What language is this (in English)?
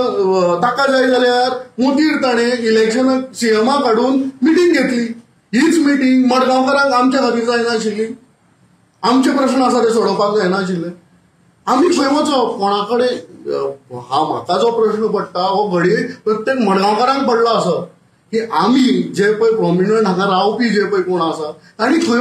Konkani